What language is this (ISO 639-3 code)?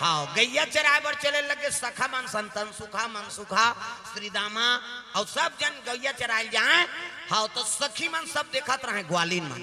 hne